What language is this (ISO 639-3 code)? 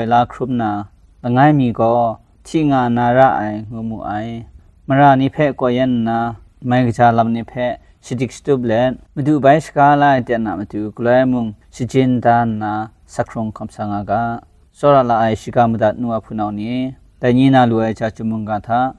kac